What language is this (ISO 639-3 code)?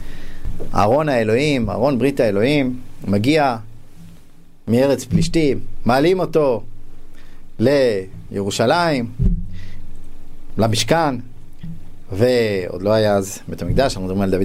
heb